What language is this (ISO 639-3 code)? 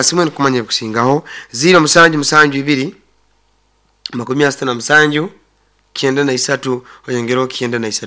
nyo